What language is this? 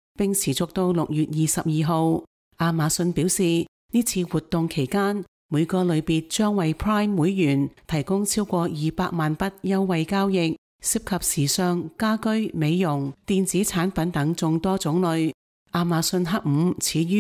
Cantonese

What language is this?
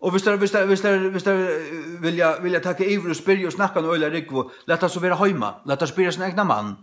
Faroese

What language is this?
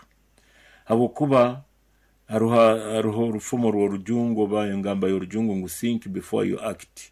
Nyoro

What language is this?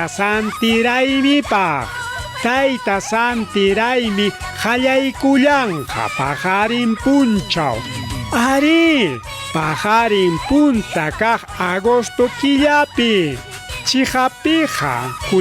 Ayacucho Quechua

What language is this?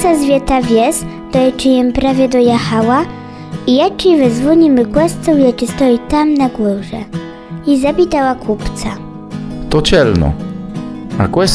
Kashubian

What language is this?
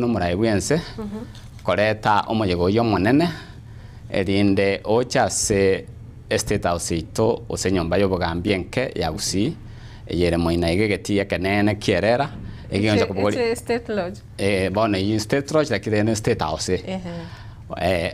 Gusii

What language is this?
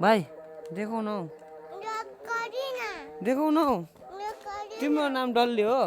Nepali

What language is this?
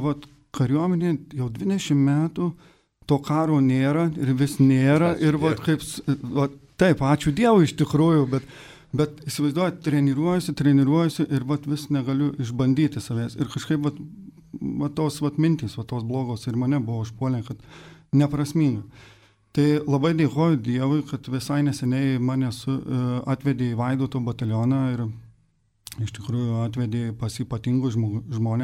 Lithuanian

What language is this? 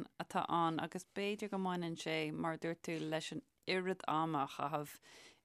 Irish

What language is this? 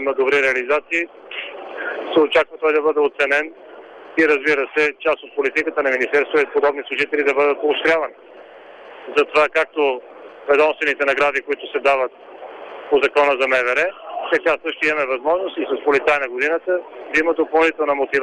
Bulgarian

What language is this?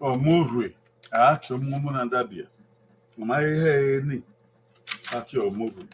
Bini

